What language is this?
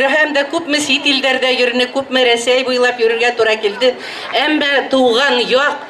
Bashkir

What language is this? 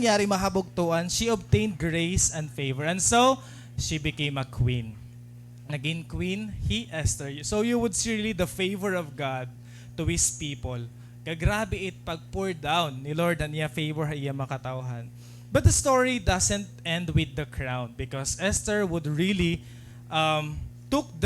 Waray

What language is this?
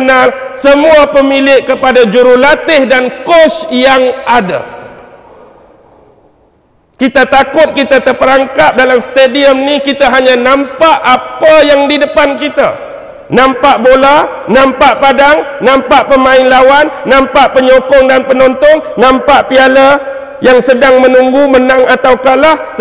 Malay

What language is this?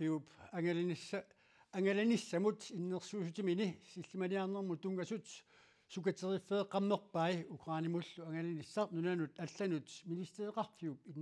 Kalaallisut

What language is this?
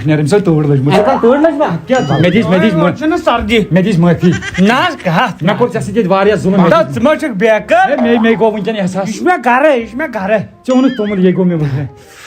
Kashmiri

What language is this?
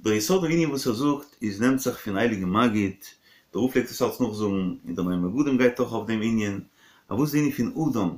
Yiddish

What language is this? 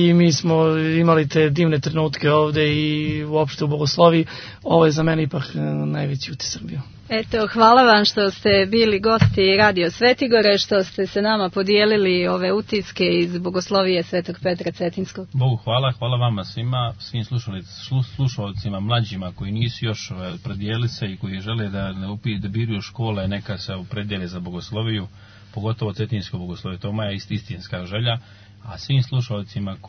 Serbian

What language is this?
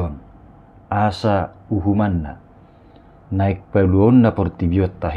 Batak Toba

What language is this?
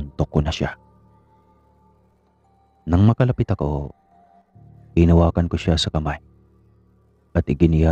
Filipino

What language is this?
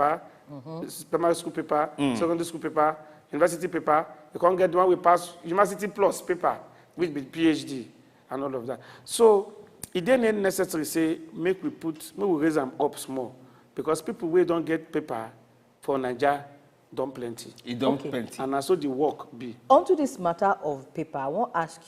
Nigerian Pidgin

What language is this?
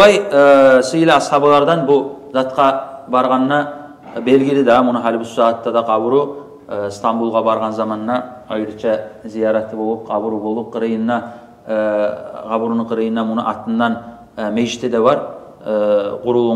Kumyk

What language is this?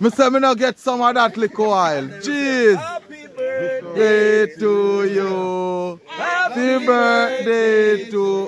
Jamaican Creole English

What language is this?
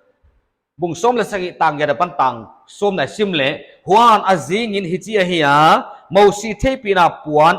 Paite Chin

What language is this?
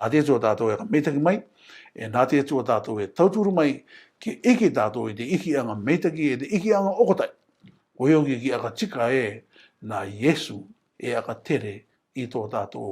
Rarotongan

